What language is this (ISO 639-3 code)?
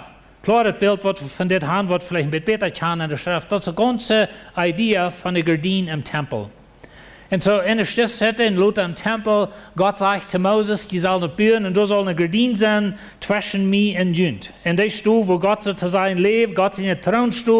pdt